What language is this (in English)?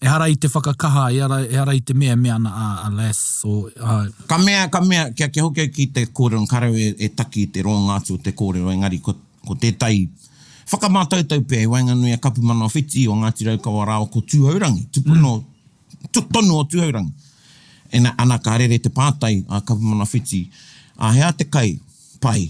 Māori